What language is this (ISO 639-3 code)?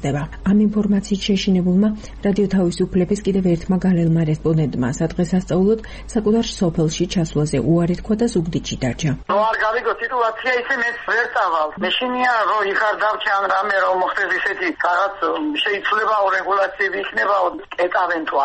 kat